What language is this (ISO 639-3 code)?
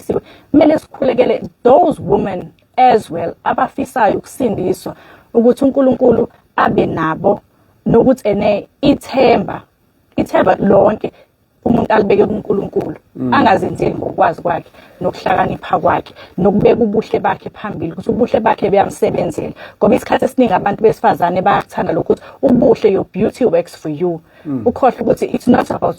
zul